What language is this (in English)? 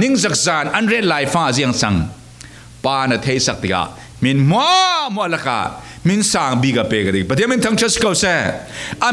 Falam Chin